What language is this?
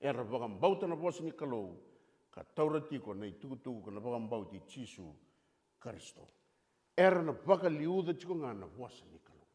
Fijian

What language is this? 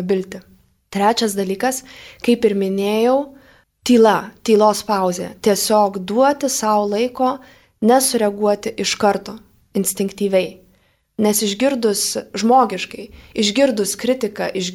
Lithuanian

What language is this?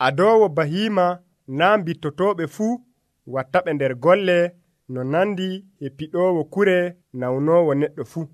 Nigerian Fulfulde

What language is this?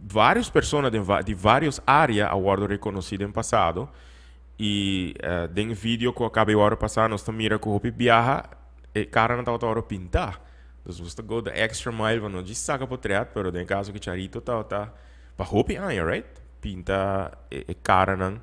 Papiamento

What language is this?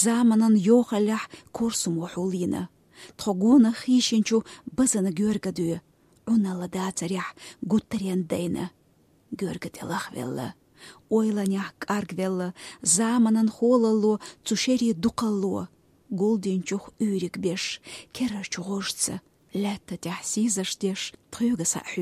Chechen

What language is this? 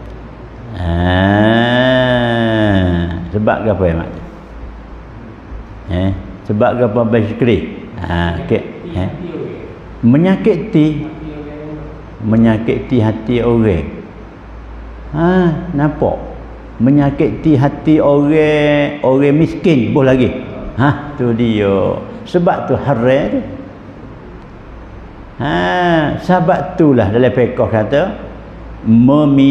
Pattani Malay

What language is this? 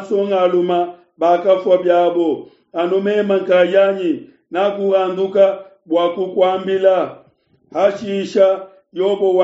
Luba-Lulua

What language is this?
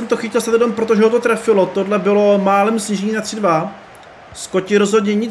Czech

